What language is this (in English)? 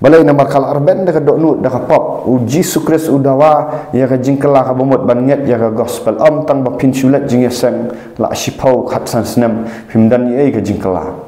Khasi